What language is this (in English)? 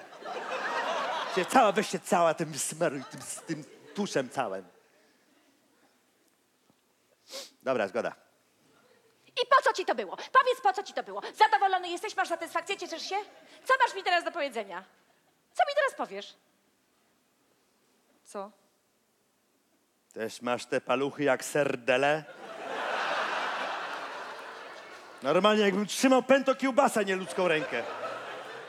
Polish